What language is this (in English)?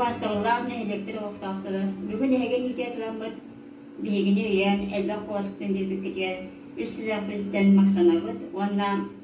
Yakut